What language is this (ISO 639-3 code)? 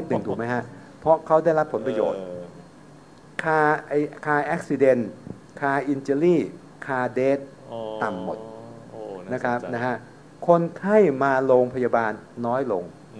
tha